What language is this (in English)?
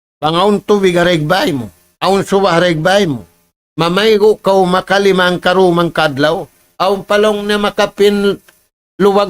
Tausug